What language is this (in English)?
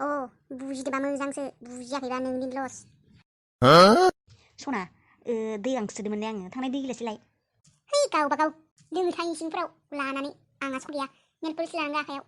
Bodo